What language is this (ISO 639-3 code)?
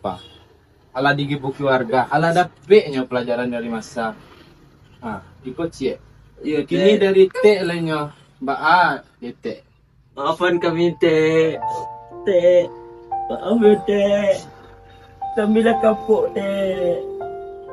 min